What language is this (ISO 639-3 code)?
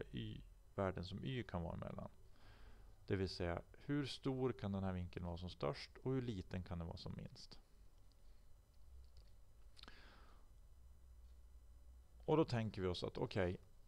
swe